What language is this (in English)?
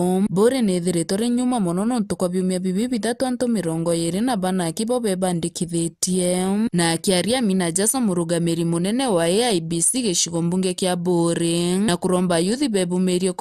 Meru